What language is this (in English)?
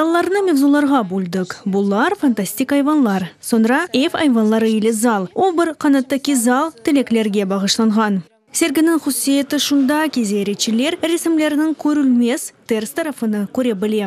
Crimean Tatar